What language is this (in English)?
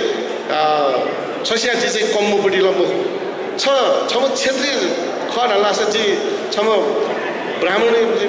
Newari